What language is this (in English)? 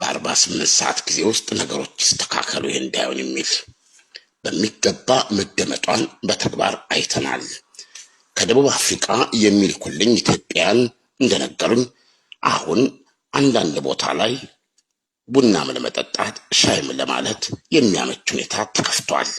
Amharic